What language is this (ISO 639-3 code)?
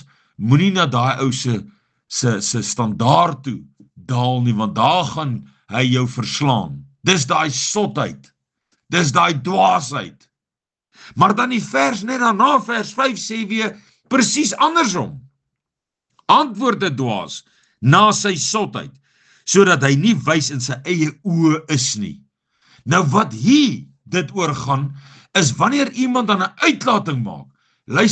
afr